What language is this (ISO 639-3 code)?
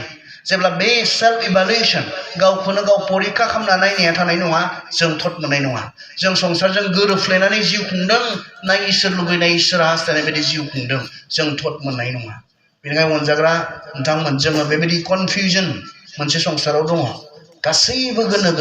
brx